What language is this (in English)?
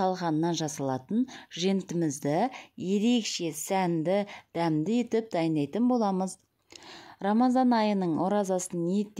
Kazakh